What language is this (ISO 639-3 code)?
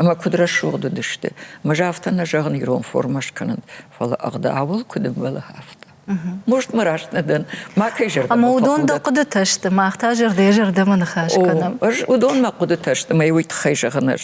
oss